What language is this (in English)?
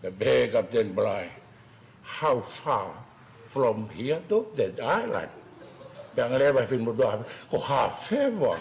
Tongan